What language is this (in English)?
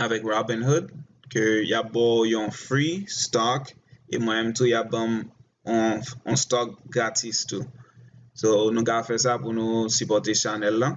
Haitian Creole